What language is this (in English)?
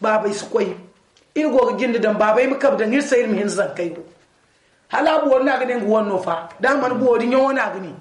Zarma